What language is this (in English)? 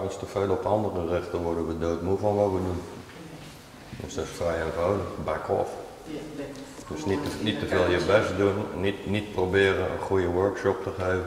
Dutch